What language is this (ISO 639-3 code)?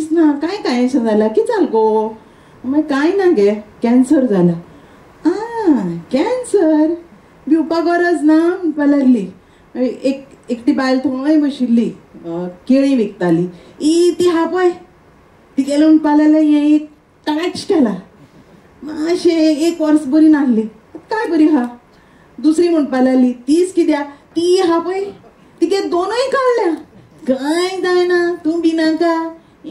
kok